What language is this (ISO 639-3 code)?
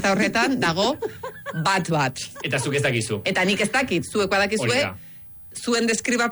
eus